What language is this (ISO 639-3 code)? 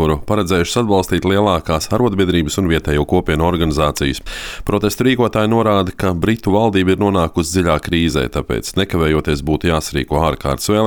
lav